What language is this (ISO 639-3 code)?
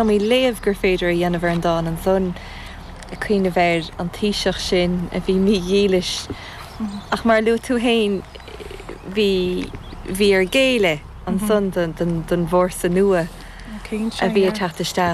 gle